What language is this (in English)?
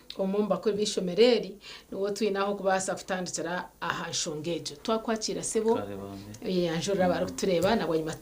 Nyankole